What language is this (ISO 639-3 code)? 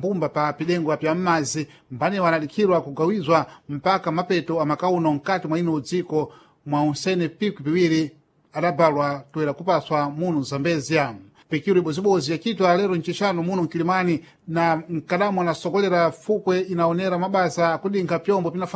seh